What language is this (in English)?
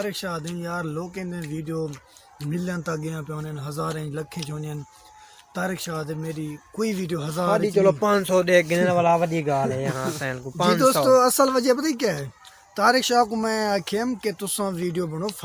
Saraiki